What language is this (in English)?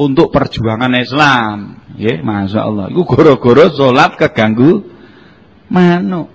Javanese